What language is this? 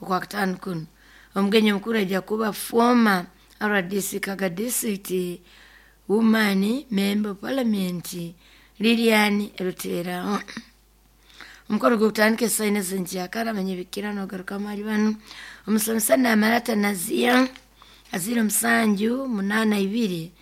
Nyoro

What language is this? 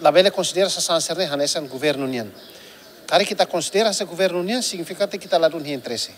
Tetum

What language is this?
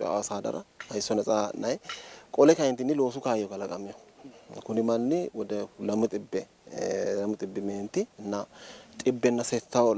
Sidamo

